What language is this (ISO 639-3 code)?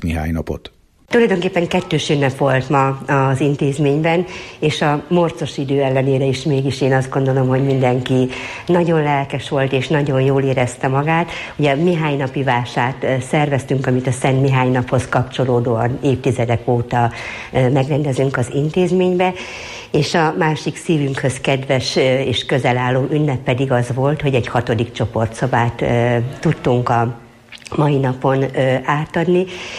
hun